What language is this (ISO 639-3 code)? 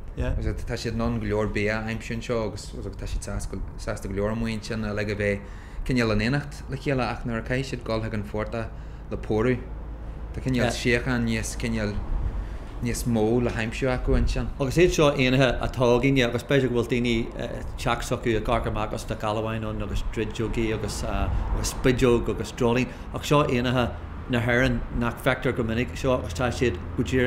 gle